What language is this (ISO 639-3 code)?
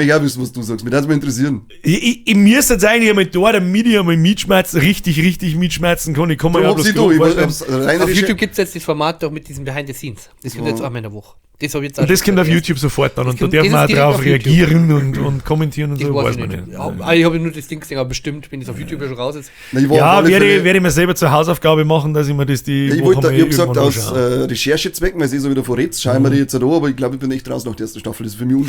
bar